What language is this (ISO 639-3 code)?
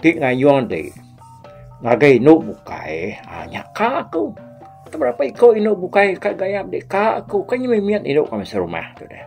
iba